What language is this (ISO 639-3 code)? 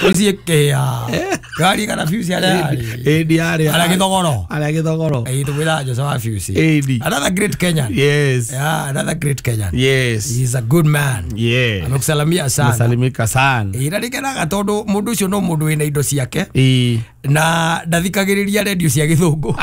kik